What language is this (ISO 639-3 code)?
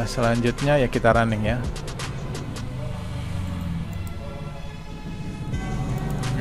ind